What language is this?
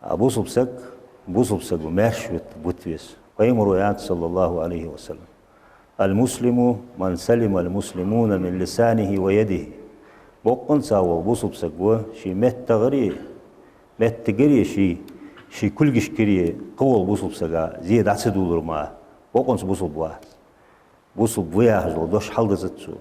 Ingush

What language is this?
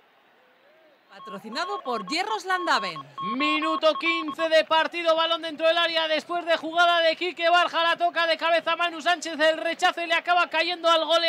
Spanish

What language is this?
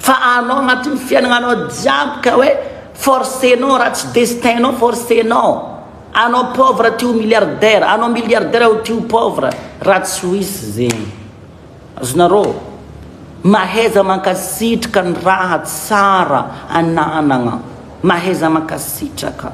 Malagasy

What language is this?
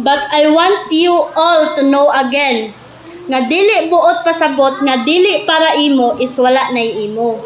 Cebuano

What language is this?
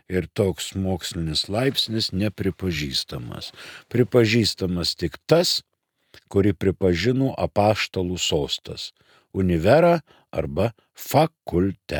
Lithuanian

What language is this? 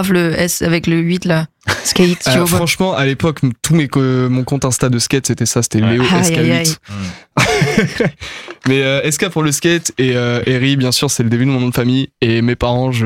French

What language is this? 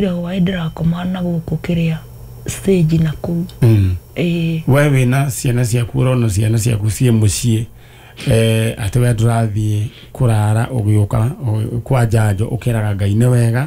Kikuyu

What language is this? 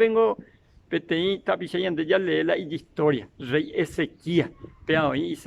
Guarani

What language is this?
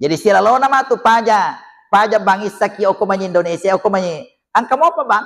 Buginese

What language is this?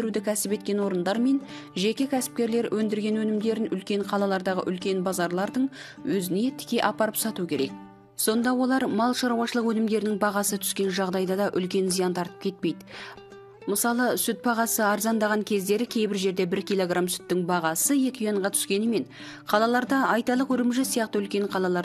Kazakh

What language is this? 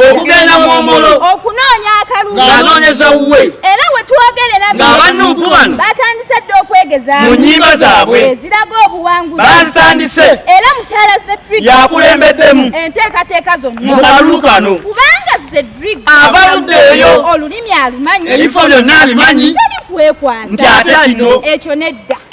Ganda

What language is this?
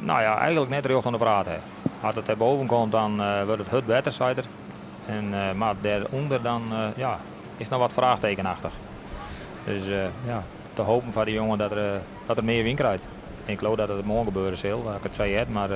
Western Frisian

